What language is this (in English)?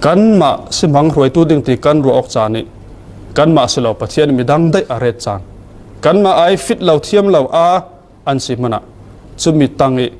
Falam Chin